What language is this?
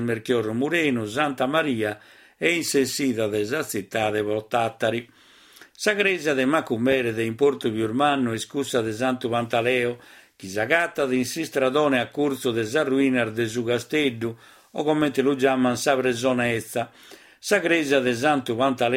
Sardinian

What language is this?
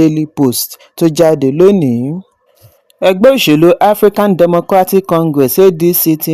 Yoruba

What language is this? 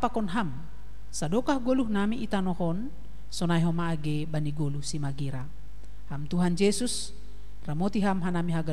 Batak Simalungun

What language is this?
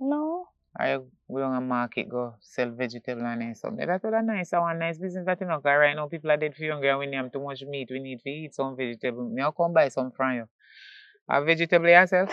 Jamaican Creole English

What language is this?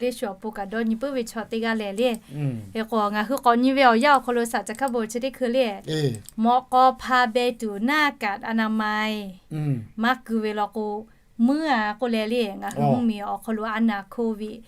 Lahu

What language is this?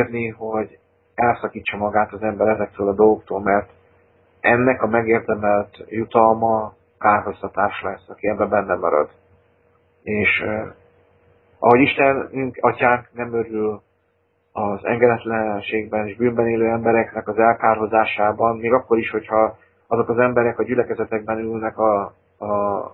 Hungarian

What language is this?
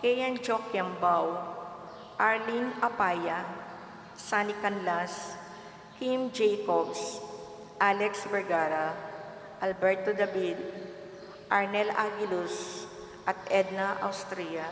Pampanga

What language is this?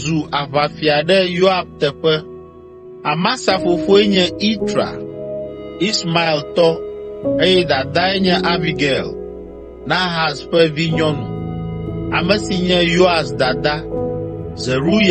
Ewe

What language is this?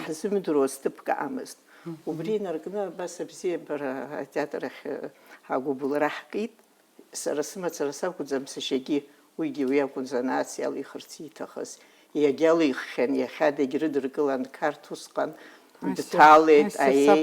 Abkhazian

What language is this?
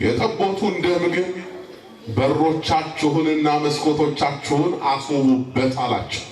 Amharic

